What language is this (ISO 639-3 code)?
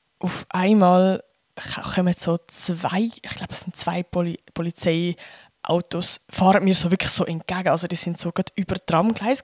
gsw